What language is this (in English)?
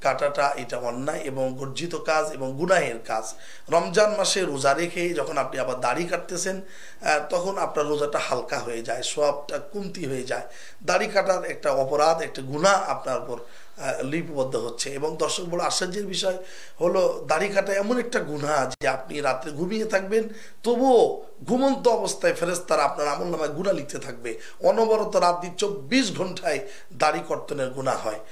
Bangla